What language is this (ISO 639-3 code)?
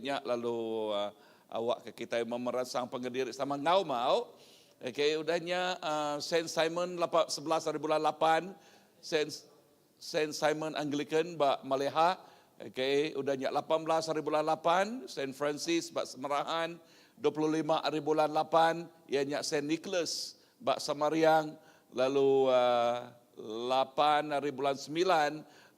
iba